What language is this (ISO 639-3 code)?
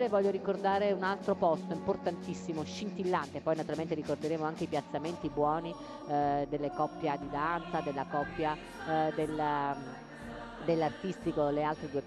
ita